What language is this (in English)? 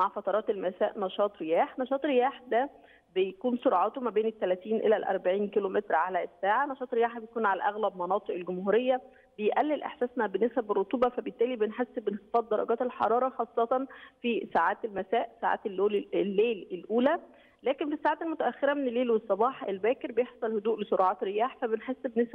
Egyptian Arabic